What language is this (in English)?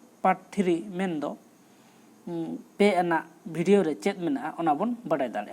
Santali